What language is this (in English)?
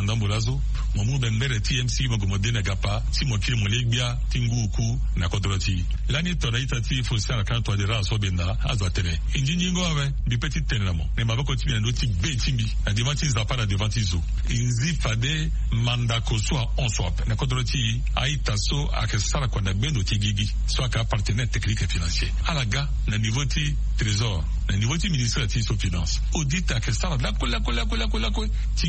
Sango